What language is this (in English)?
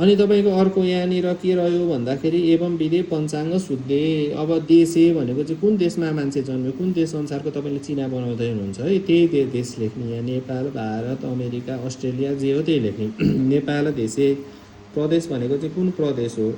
Nepali